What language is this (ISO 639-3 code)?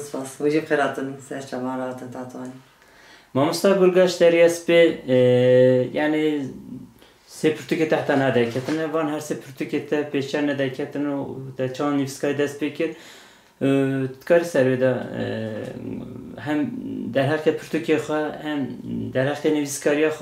kur